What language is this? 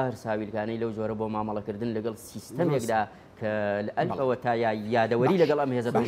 Central Kurdish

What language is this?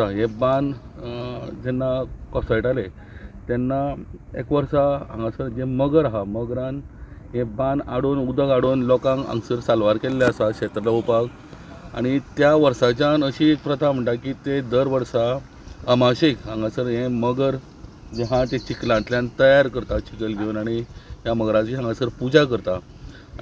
Konkani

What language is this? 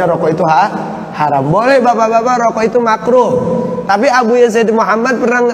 Indonesian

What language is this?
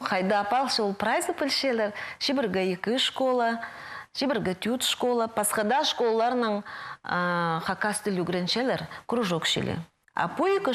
Khakas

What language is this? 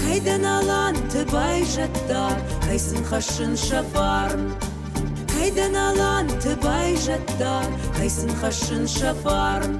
Ossetic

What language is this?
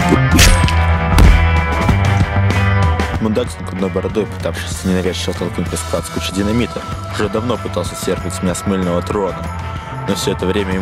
Russian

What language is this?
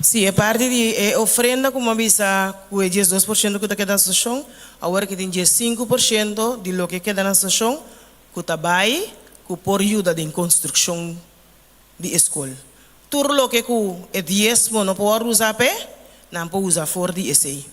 Papiamento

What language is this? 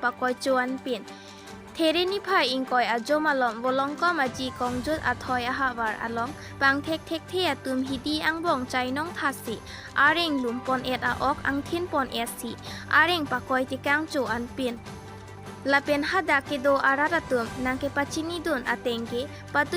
Karbi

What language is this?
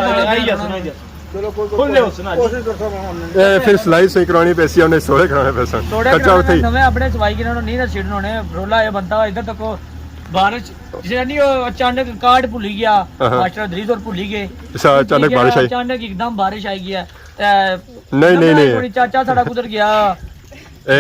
Pahari-Potwari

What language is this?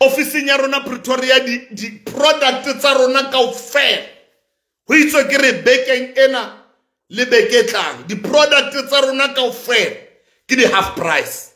Southern Sotho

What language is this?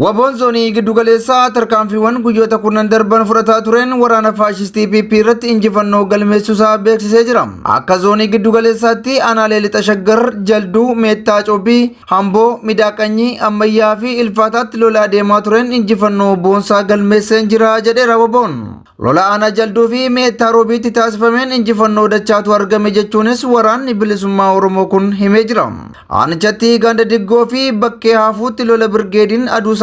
Oromo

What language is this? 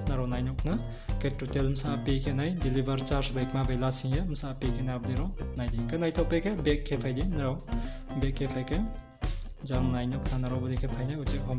Riang (India)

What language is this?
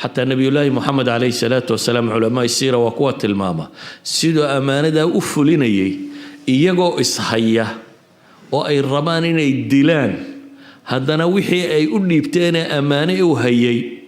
Somali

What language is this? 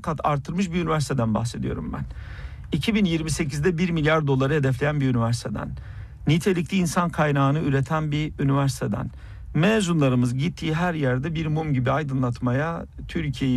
Turkish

